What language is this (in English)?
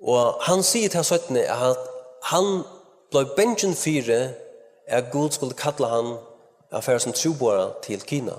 Faroese